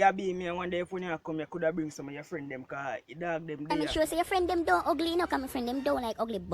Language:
Jamaican Creole English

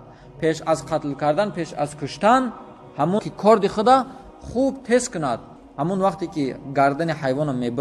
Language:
Tajik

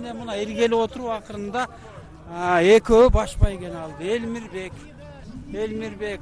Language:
Kyrgyz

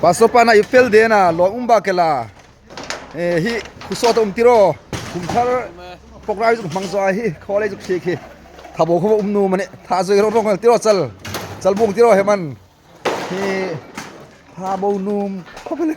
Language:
Hmar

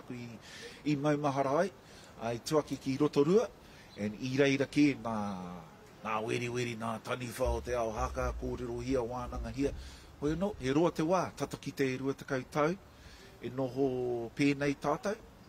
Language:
Māori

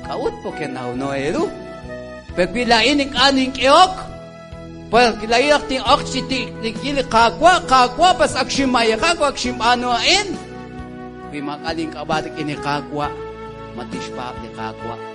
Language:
Kekchí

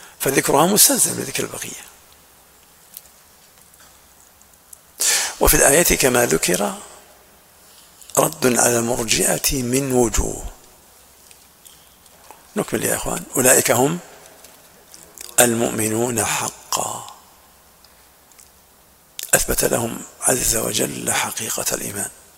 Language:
Arabic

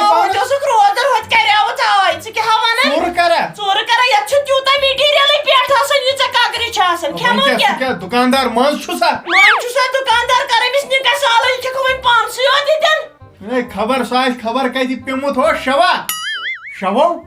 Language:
Kashmiri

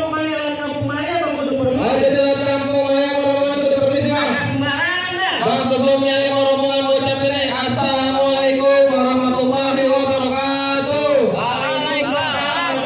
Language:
Betawi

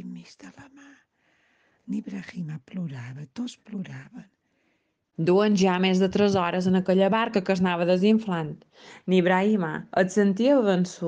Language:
Catalan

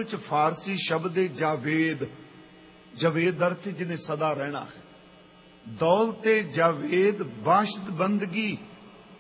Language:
Punjabi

